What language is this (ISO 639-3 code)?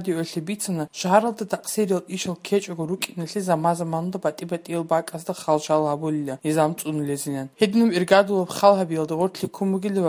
ava